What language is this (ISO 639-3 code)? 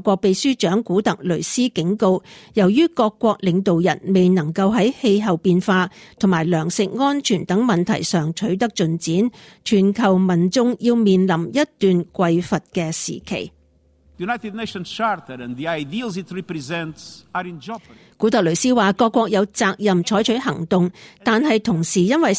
yue